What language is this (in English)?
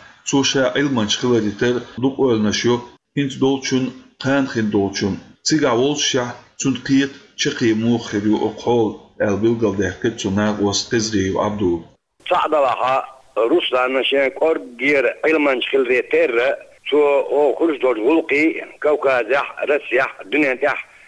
Chechen